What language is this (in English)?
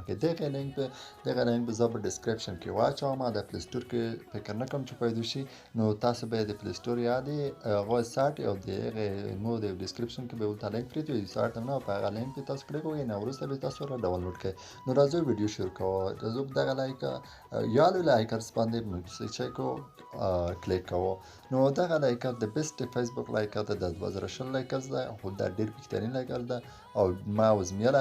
Pashto